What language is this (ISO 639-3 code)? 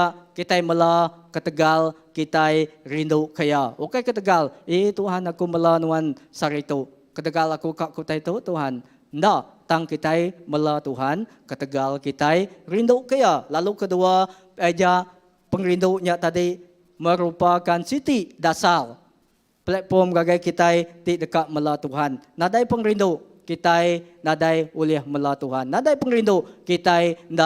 iba